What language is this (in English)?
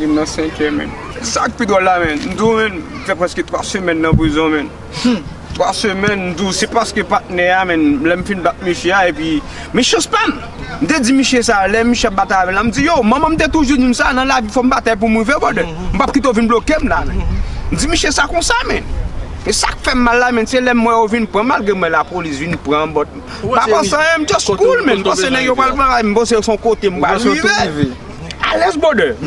Haitian Creole